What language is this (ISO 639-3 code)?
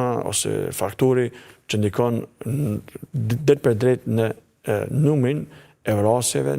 sqi